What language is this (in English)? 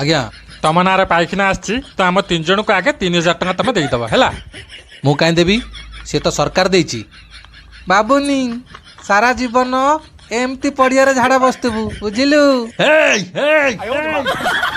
Odia